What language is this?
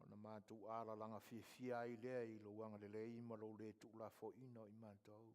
Samoan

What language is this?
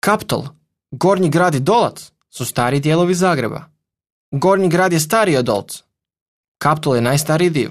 Croatian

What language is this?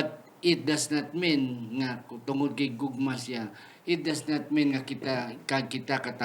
Hiligaynon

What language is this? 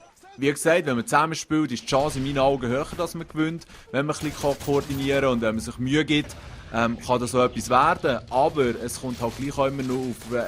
Swiss German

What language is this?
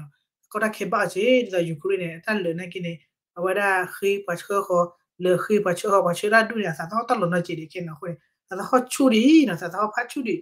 S'gaw Karen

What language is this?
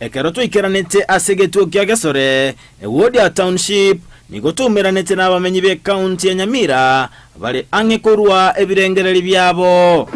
Gusii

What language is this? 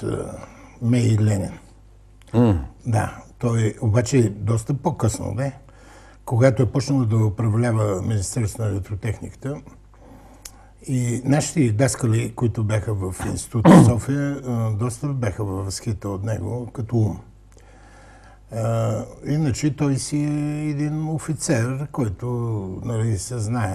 Bulgarian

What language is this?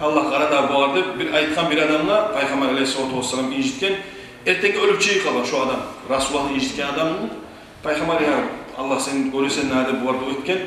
Kumyk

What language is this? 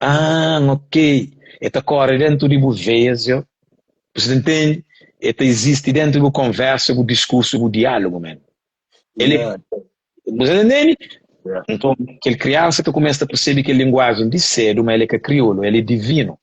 Kabuverdianu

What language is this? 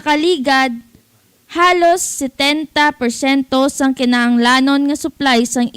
Hiligaynon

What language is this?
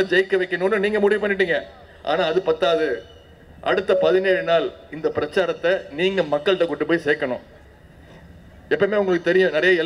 Tamil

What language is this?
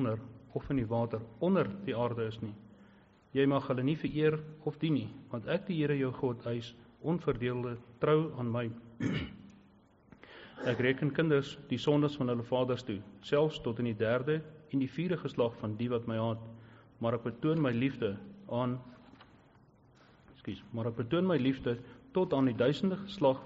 Afrikaans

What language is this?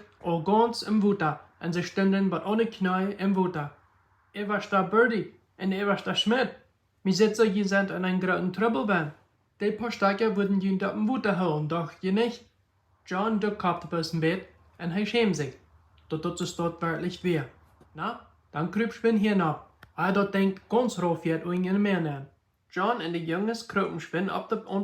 Plautdietsch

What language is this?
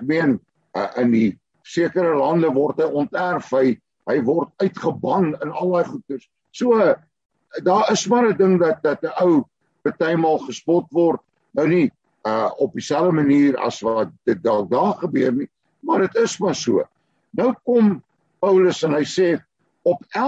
Afrikaans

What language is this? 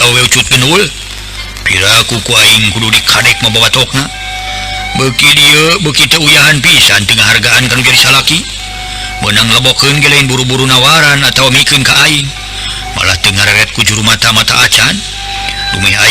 Sundanese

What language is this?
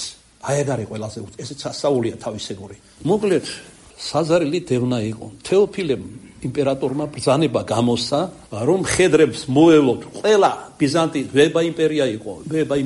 Georgian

